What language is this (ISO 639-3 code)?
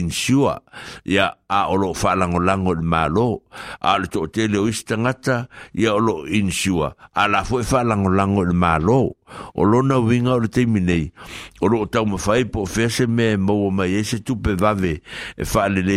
smo